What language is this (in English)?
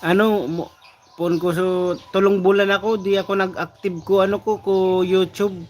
Bikol